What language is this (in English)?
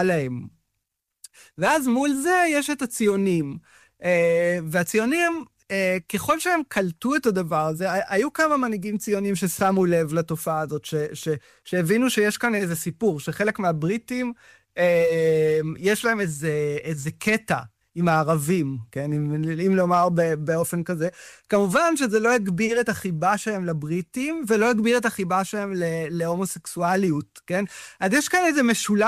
Hebrew